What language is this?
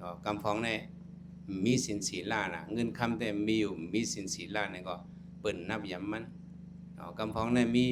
Shan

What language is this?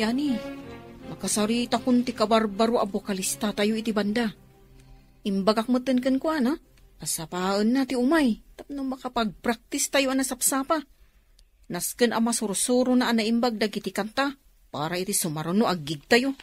Iloko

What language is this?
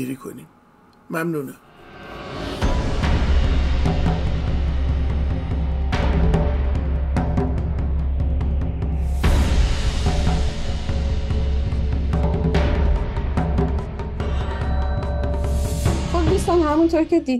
Persian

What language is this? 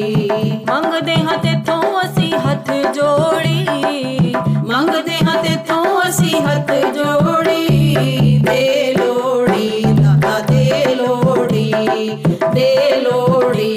Punjabi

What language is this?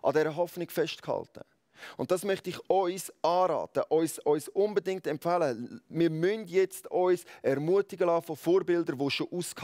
Swiss German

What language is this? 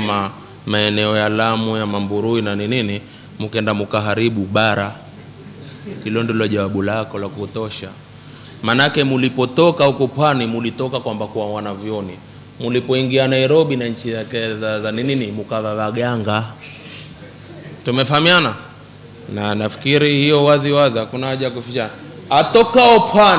Swahili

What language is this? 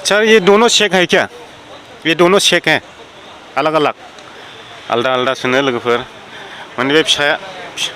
Bodo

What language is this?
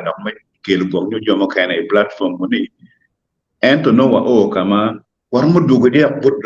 Acoli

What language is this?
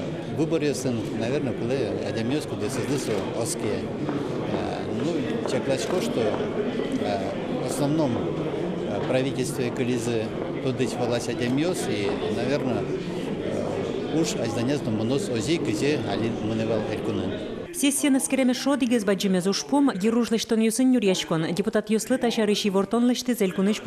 Udmurt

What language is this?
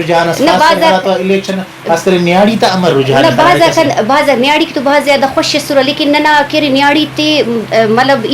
Brahui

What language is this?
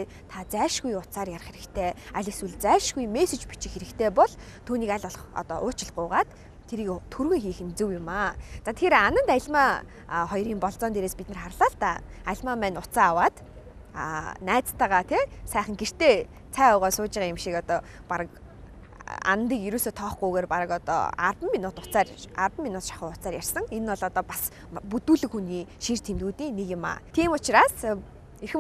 Mongolian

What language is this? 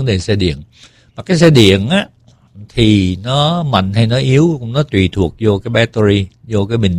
Vietnamese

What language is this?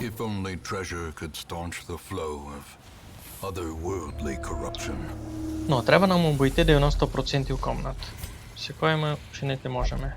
Rusyn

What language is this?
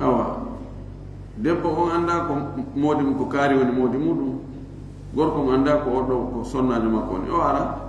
Fula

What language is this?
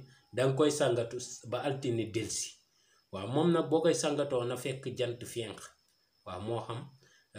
Wolof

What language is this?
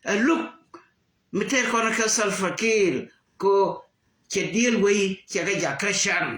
Nuer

